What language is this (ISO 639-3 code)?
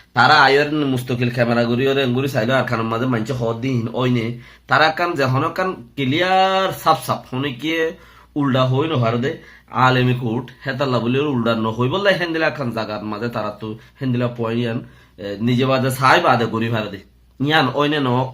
rhg